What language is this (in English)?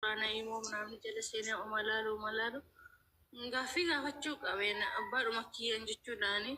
Oromo